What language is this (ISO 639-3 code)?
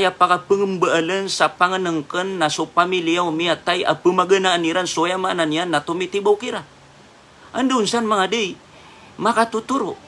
mrw